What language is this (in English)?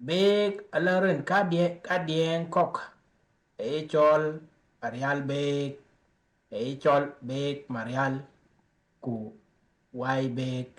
Dinka